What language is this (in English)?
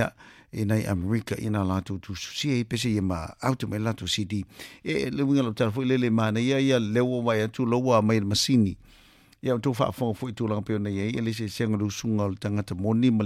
Samoan